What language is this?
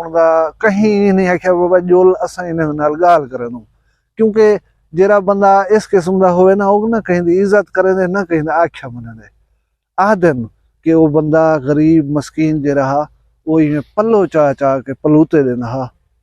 Saraiki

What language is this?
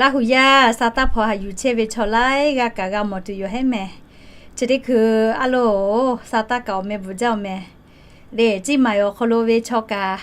Lahu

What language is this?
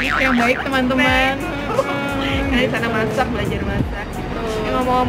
Indonesian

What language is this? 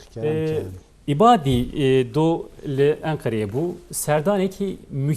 Kurdish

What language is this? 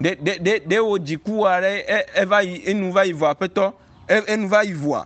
Ewe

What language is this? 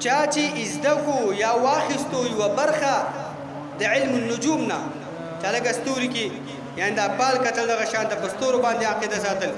Pashto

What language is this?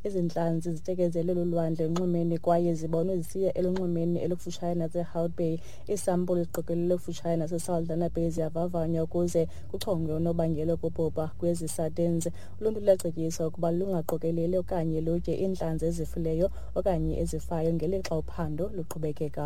Xhosa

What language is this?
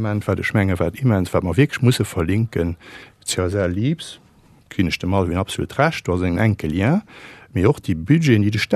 Luxembourgish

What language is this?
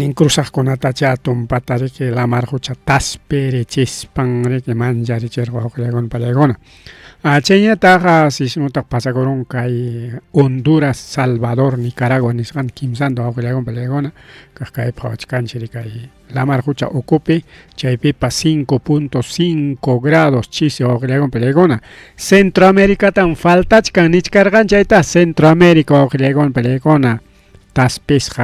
Ayacucho Quechua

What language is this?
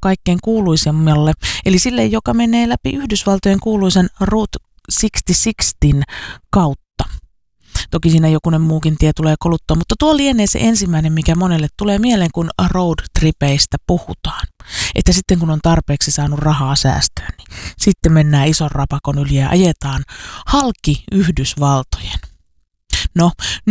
Finnish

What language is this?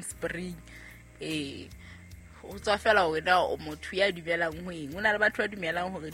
Southern Sotho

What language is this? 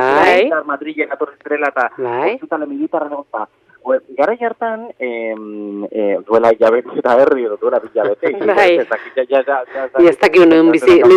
Basque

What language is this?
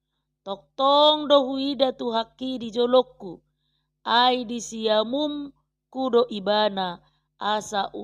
Batak Toba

